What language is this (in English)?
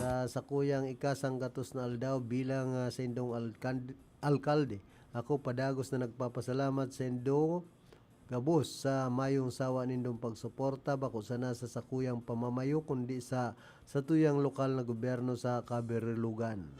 Bikol